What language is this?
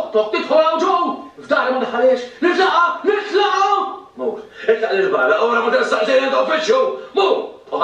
Maltese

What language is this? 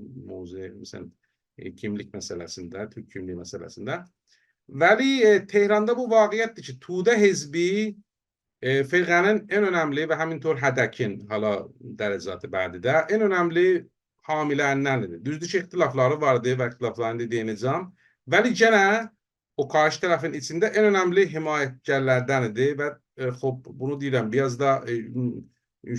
South Azerbaijani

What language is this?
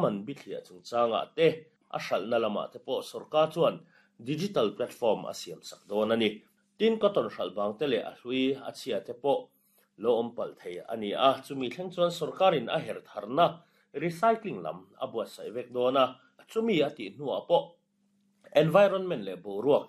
Mizo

